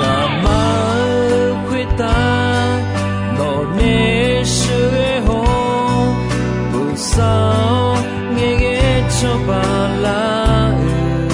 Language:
Akha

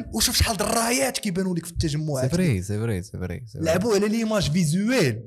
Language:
Moroccan Arabic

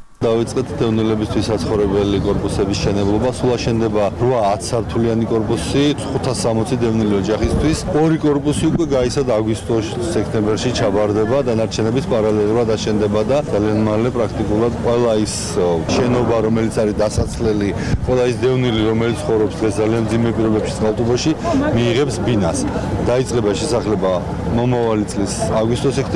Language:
Georgian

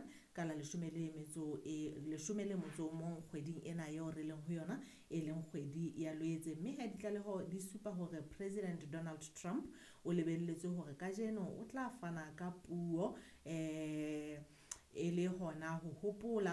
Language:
Southern Sotho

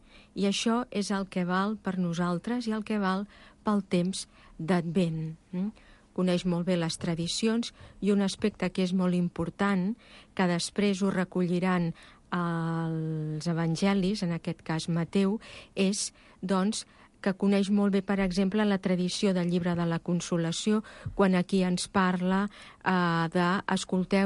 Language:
Catalan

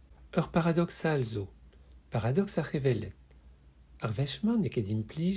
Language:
Breton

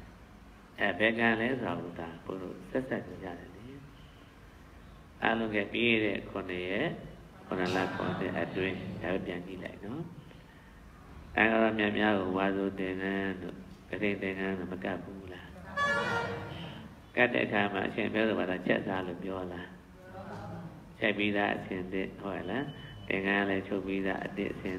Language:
Burmese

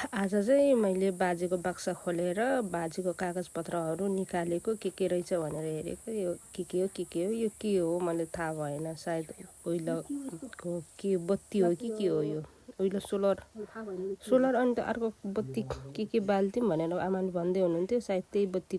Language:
Nepali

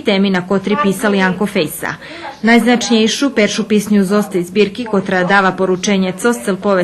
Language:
Rusyn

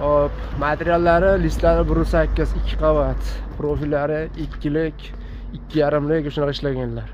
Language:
Uzbek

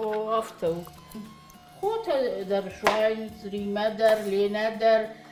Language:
Ossetic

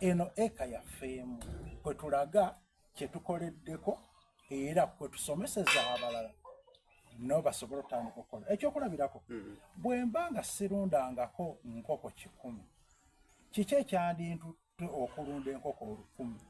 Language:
Soga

